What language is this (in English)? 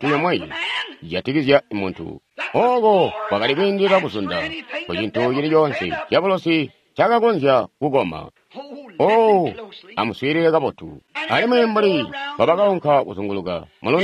Tonga (Zambia)